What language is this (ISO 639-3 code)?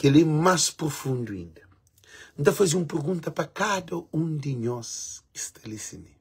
kea